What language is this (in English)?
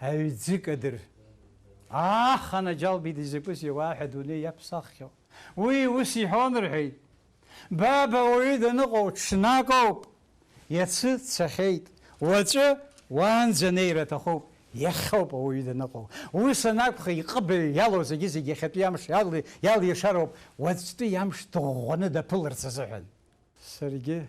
Abkhazian